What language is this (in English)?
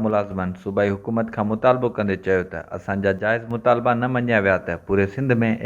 Sindhi